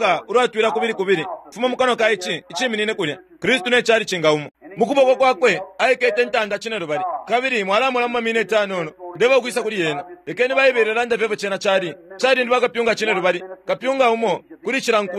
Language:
Bemba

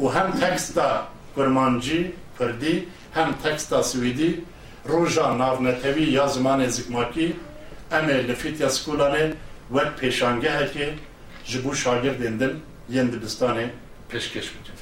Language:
Kurdish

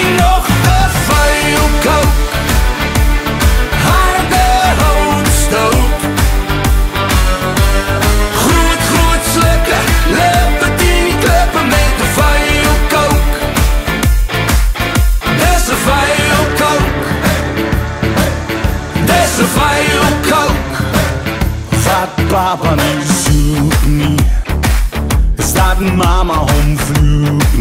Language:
Afrikaans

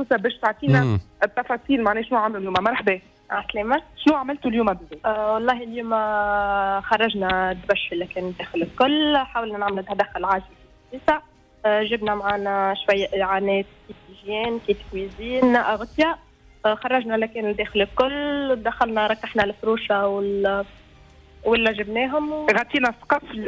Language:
Tunisian Arabic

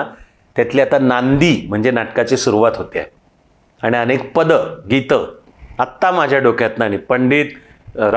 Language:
Marathi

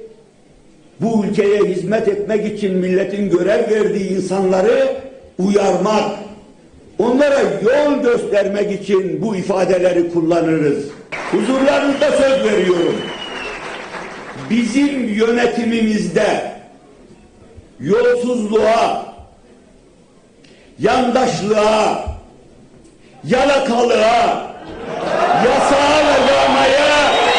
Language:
Turkish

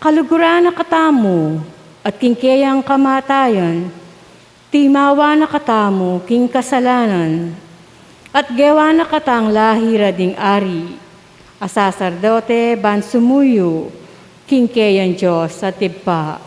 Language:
Pampanga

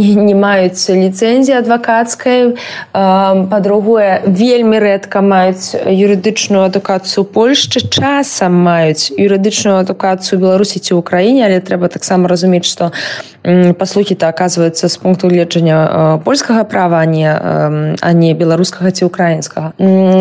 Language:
Belarusian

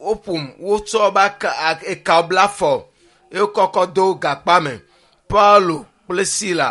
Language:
Ewe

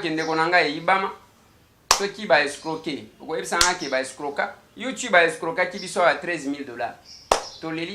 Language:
Lingala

